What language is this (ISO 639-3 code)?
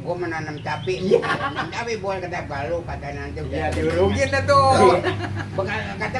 bew